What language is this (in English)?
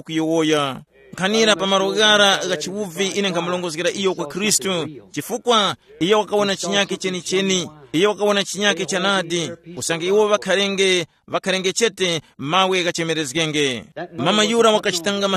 Tumbuka